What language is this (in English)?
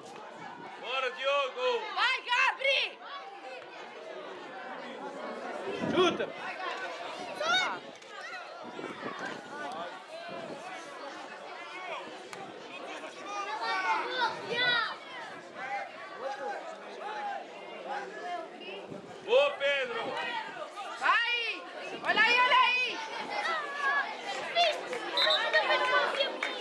Portuguese